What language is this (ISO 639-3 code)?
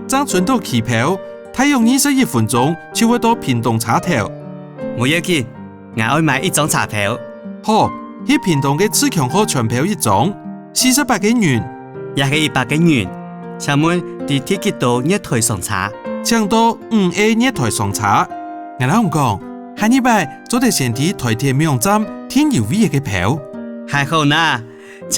hak